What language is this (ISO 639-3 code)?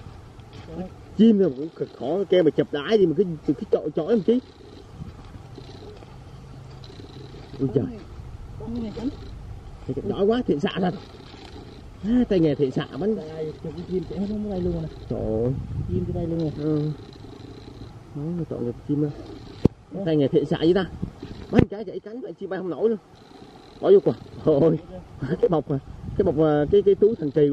vie